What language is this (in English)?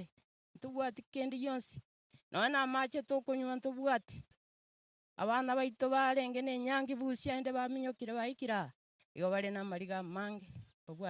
Gusii